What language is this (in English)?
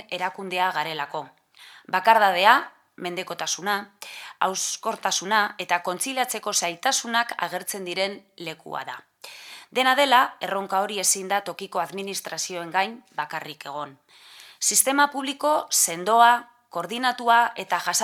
Basque